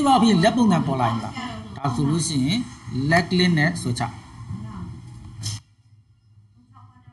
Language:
Burmese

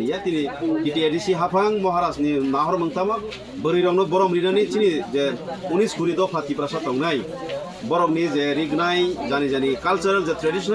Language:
Kok Borok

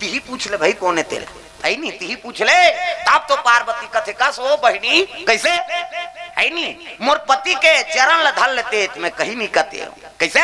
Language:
Chhattisgarhi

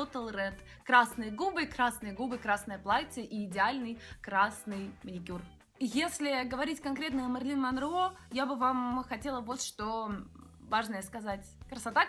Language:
Russian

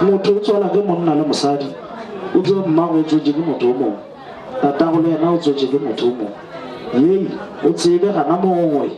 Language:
Northern Sotho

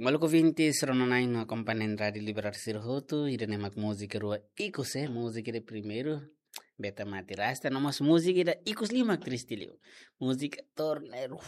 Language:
Tetum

